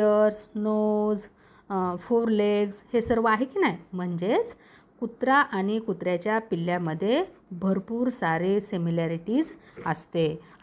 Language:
Marathi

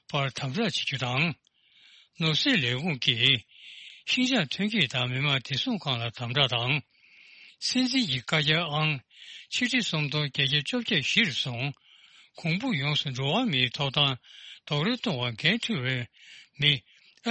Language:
Tibetan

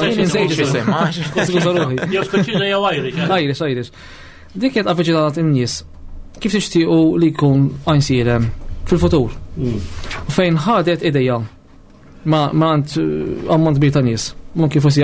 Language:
Maltese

